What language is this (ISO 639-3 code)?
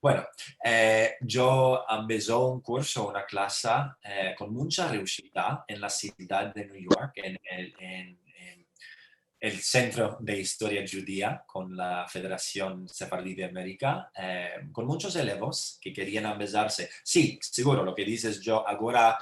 lad